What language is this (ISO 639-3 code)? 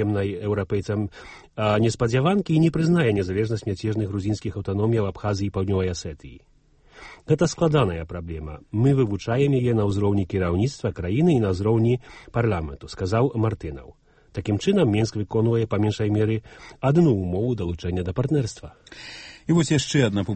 bel